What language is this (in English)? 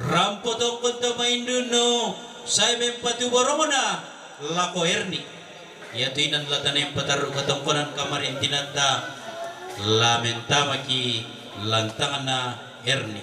Toraja-Sa'dan